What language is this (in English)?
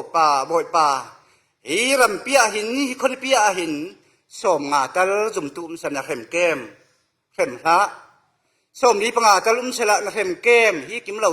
Falam Chin